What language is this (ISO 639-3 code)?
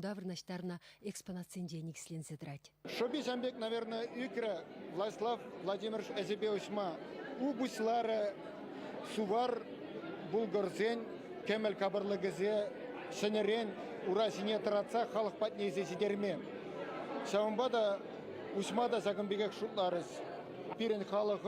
chv